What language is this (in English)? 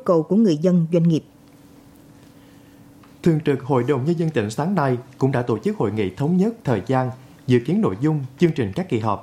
Vietnamese